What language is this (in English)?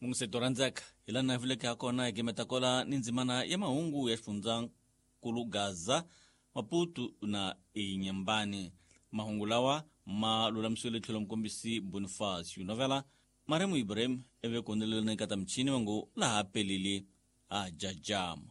Tsonga